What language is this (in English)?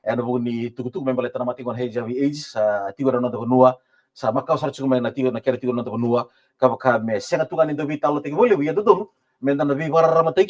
Fijian